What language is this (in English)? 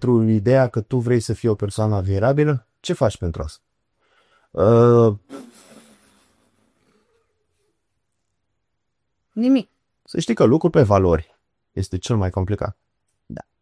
Romanian